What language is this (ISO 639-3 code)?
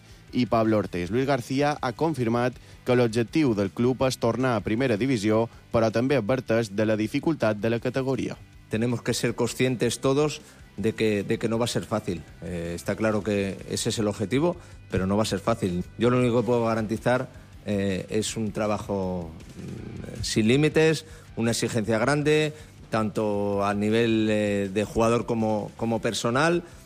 cat